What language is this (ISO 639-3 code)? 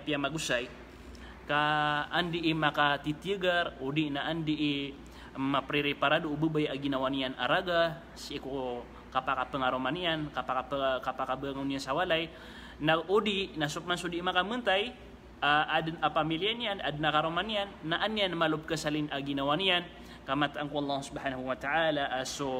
mrw